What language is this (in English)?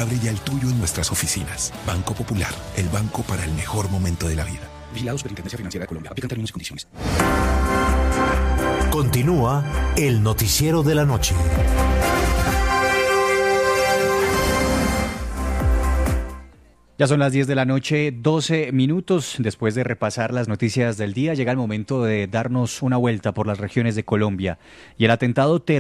Spanish